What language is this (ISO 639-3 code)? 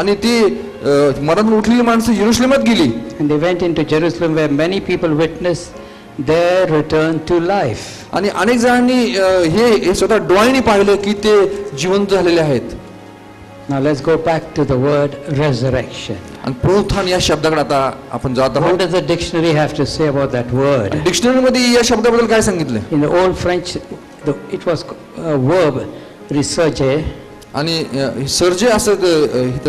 mar